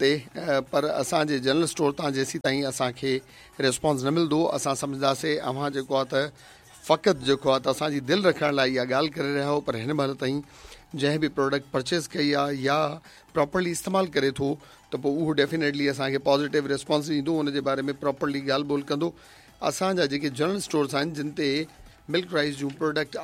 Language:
Sindhi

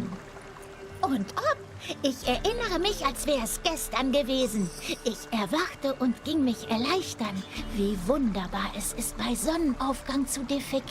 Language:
Swiss German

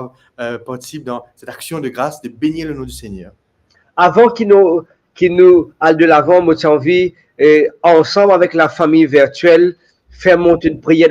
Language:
Morisyen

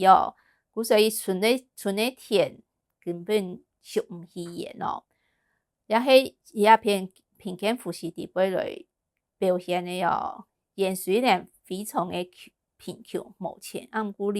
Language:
Hakka Chinese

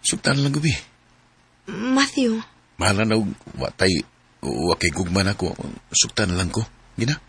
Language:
Cebuano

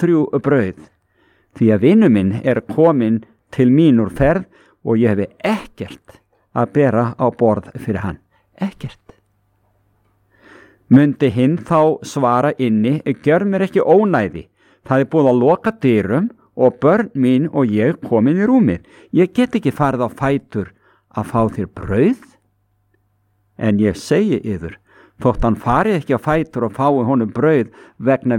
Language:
Icelandic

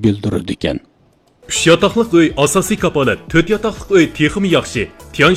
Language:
Uyghur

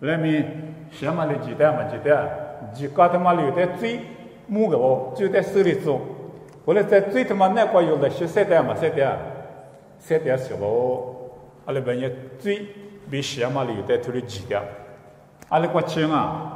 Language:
Lisu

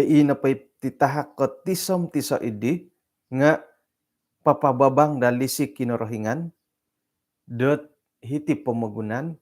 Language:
Central Dusun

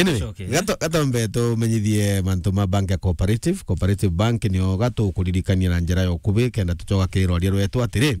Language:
Meru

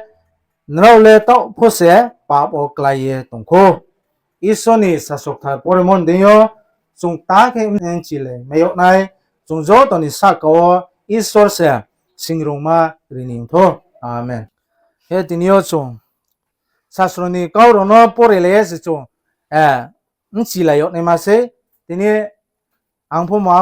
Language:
Riang (India)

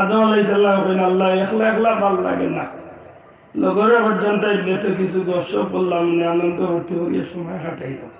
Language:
Sylheti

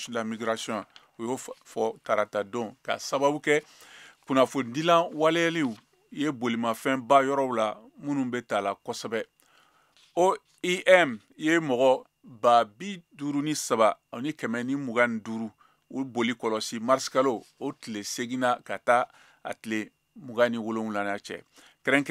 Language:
Bambara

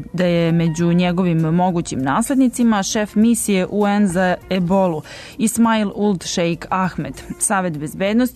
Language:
Serbian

